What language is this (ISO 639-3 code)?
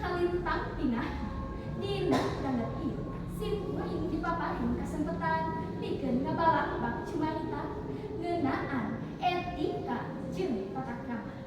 sun